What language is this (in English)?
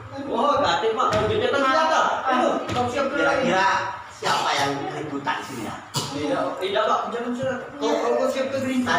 Musi